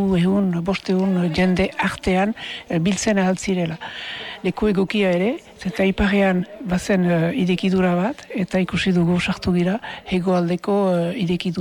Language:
Basque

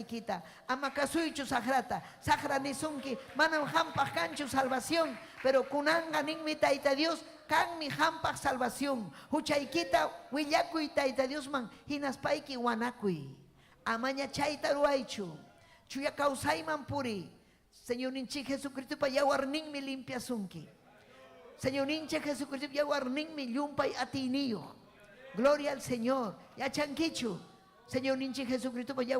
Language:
Ayacucho Quechua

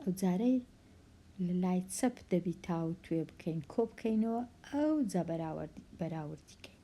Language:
Central Kurdish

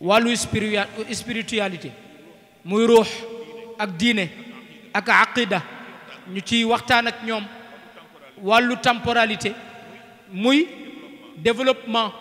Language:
Wolof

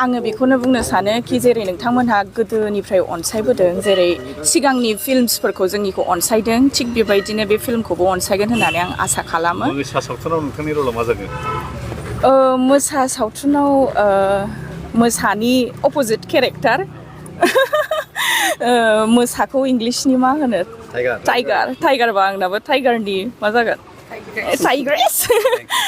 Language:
Bodo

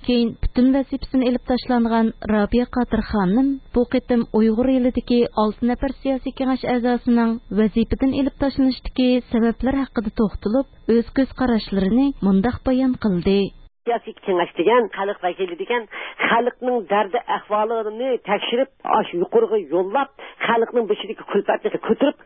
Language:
Uyghur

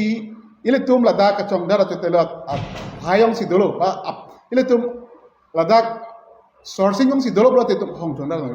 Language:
Karbi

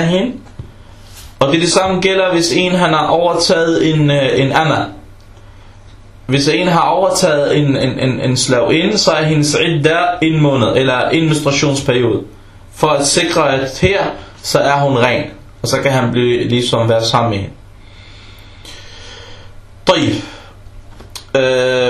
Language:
Danish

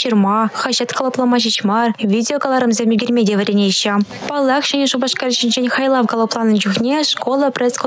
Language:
Chuvash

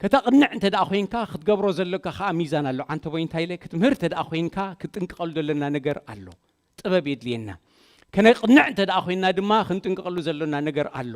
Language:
Tigrinya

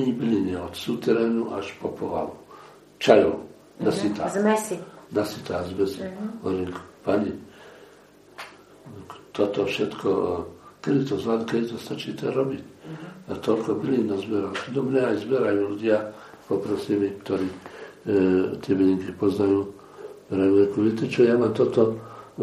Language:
Slovak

